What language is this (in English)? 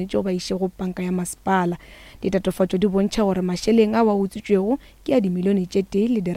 Northern Sotho